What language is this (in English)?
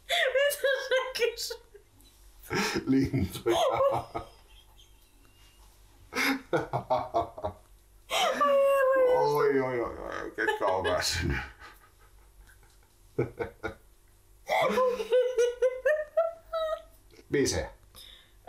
Finnish